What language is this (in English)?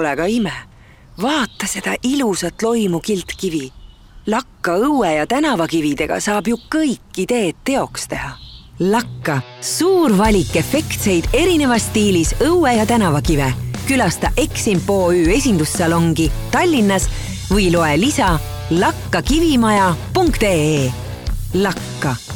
Estonian